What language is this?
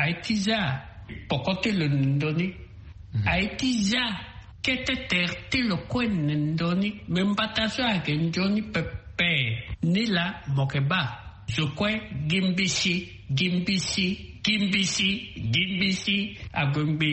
Sango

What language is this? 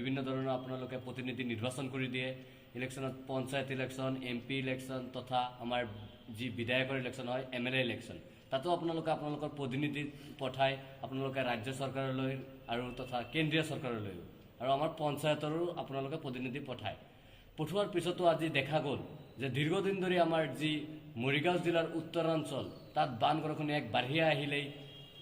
Assamese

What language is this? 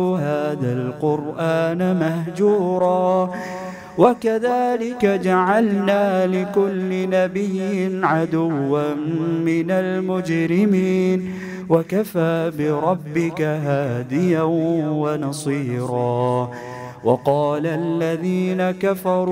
Arabic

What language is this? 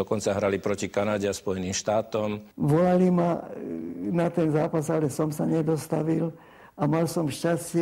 Slovak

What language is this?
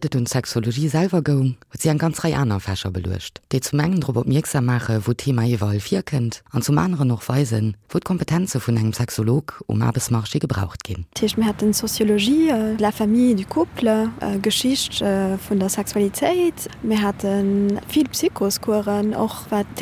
Luxembourgish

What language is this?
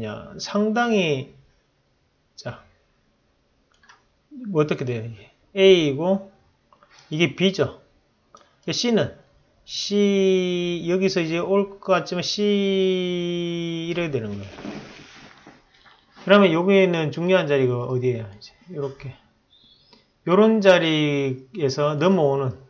Korean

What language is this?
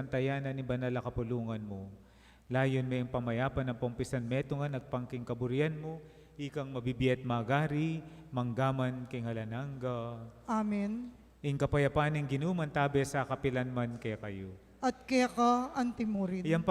Pampanga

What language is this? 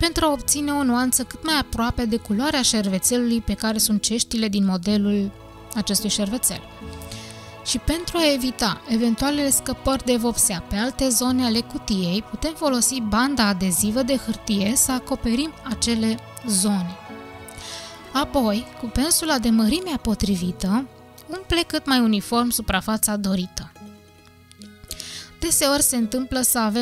Romanian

